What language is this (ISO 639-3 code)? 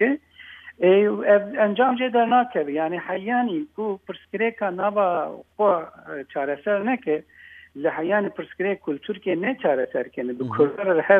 kur